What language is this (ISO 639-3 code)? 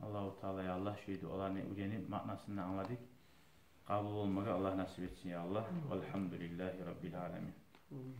kum